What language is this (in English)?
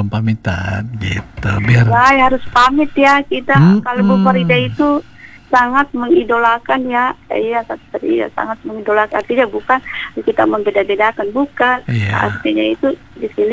Indonesian